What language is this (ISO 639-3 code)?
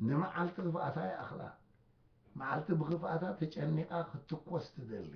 tir